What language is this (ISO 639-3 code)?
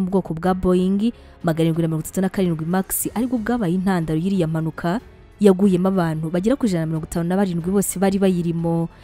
kin